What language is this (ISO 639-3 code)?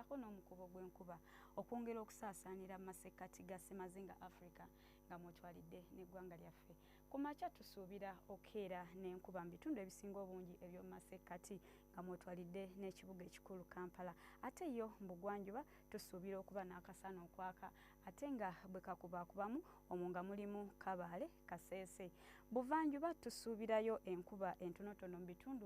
lug